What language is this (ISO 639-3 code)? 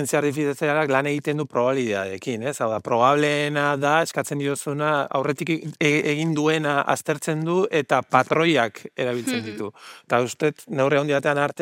eus